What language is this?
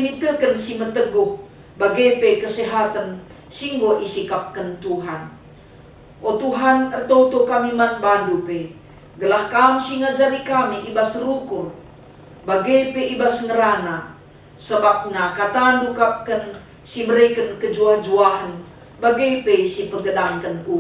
Batak Karo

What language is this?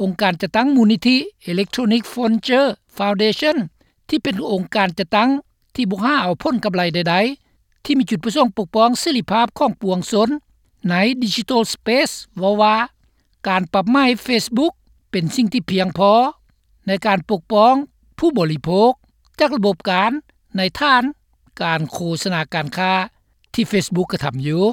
Lao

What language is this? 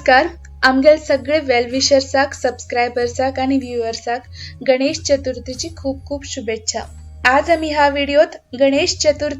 Konkani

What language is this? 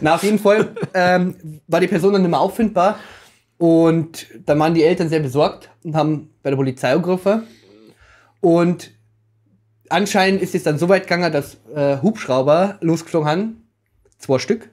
Bavarian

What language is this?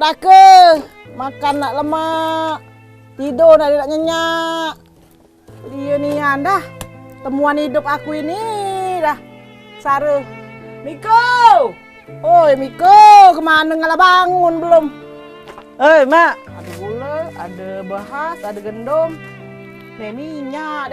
Musi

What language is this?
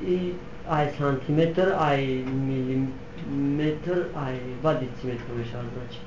Tajik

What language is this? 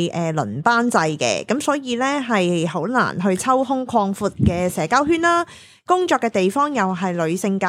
Cantonese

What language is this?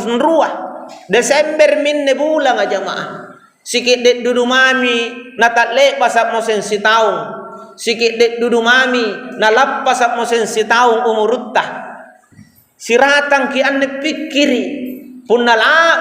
Makasar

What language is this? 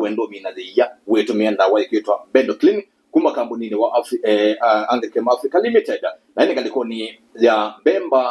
Kamba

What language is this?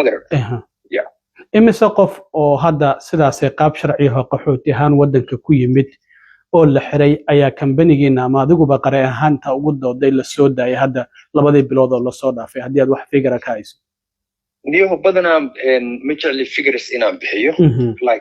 Somali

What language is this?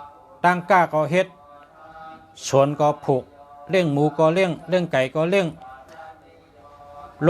Shan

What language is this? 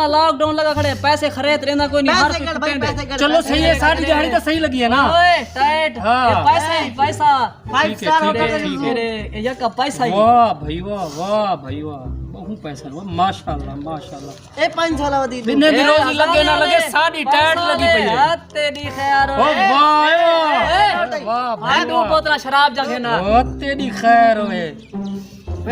Saraiki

